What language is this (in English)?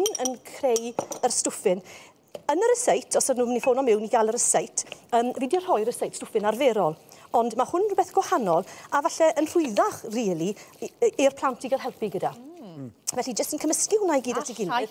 Welsh